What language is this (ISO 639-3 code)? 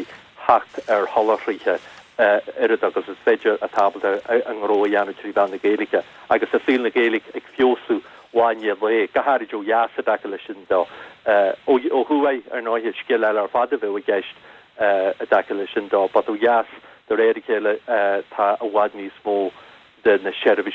gle